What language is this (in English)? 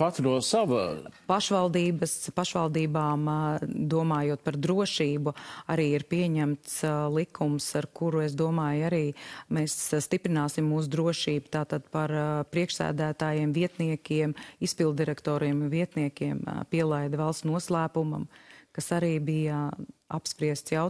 Latvian